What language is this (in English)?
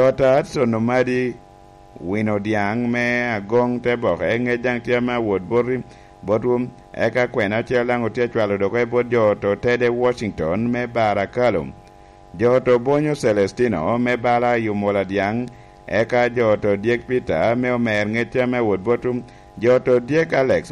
Lango (Uganda)